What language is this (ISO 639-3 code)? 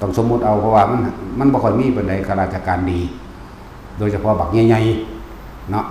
tts